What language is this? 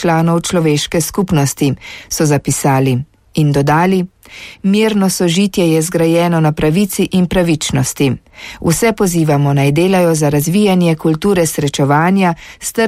Slovenian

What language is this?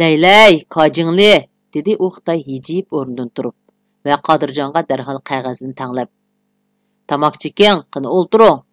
Uyghur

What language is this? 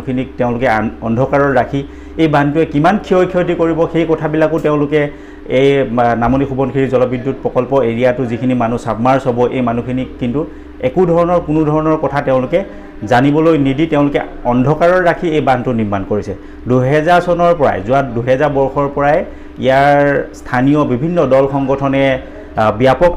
Assamese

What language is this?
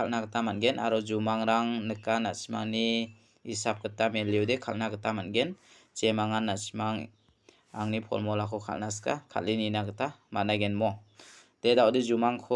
Garo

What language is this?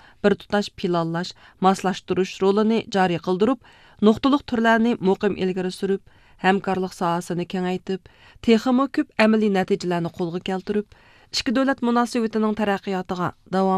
Uyghur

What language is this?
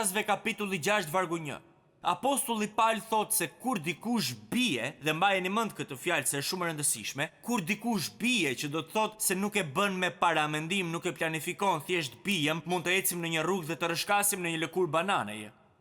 Albanian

